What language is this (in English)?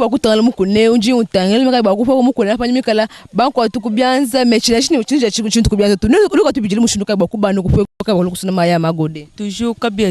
Luba-Lulua